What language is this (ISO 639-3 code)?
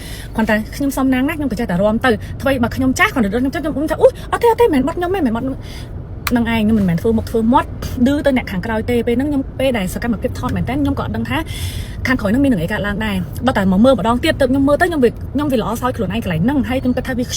khm